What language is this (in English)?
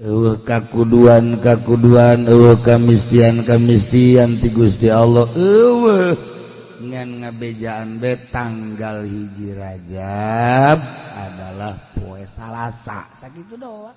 Sundanese